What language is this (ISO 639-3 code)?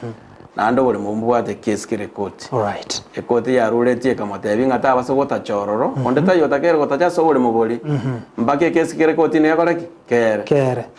guz